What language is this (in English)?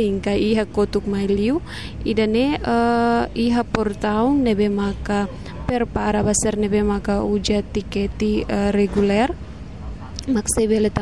Tetum